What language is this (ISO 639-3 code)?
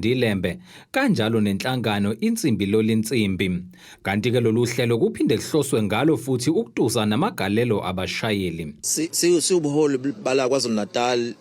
zul